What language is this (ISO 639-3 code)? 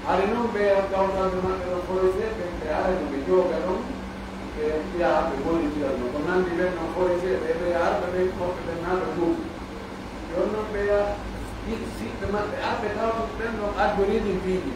fuf